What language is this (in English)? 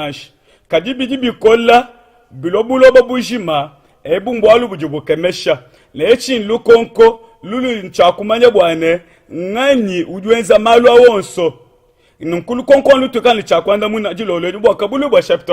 Luba-Lulua